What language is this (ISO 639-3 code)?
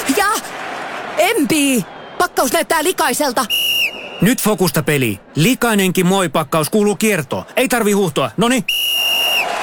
fin